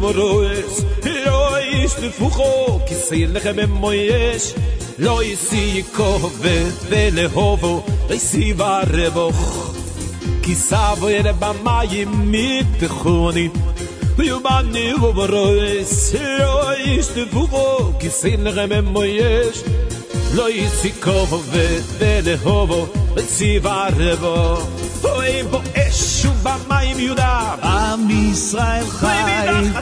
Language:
Hebrew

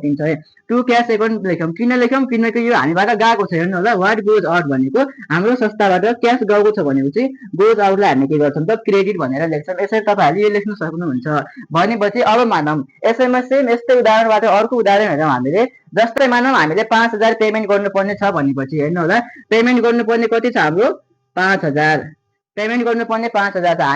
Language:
Nepali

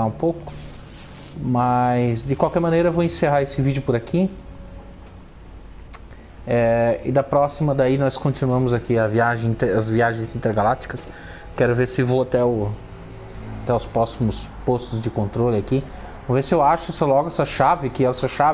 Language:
Portuguese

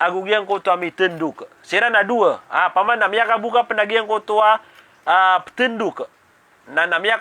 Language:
Maranao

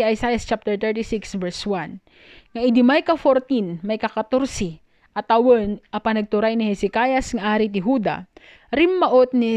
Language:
Iloko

